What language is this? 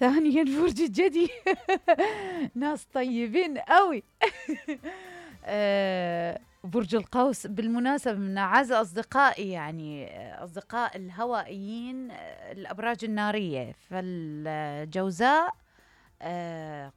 Mesopotamian Arabic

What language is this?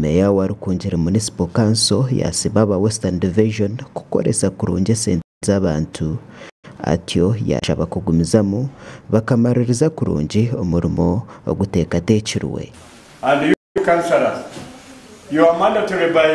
Nyankole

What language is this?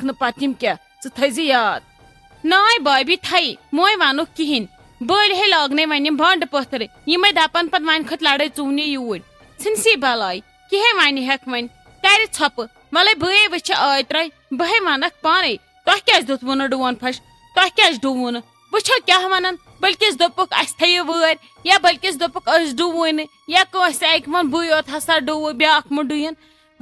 Kashmiri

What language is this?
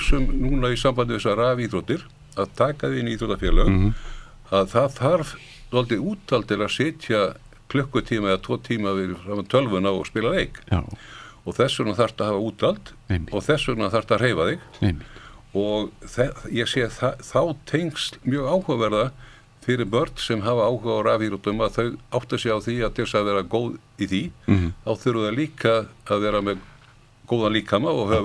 Icelandic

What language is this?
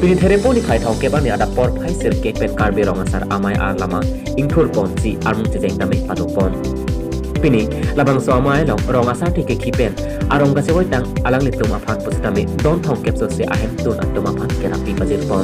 Karbi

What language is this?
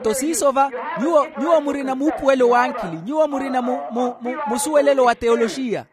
Makhuwa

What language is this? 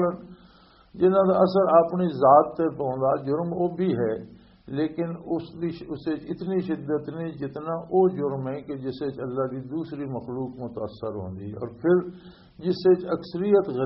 Western Panjabi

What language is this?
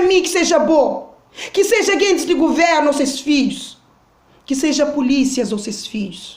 Kabuverdianu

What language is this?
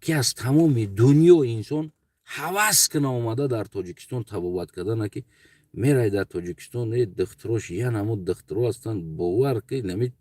Tajik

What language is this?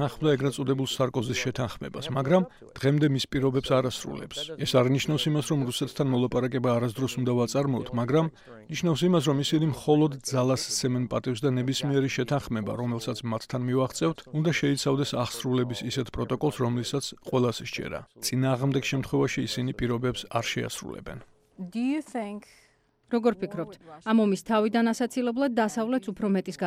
Georgian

